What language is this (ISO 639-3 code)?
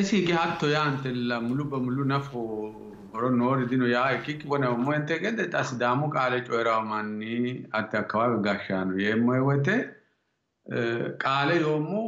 sid